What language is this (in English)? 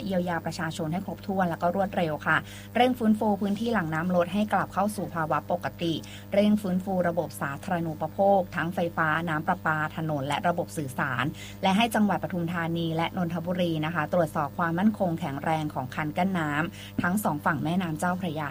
Thai